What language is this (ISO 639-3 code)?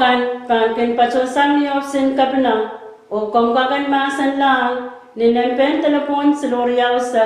pon